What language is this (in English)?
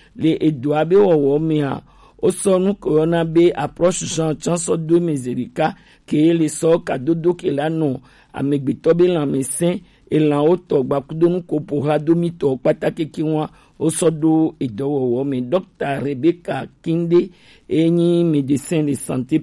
Gen